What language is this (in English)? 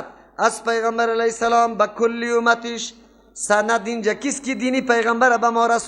Persian